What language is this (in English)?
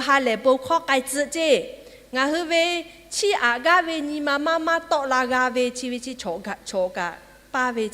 Lahu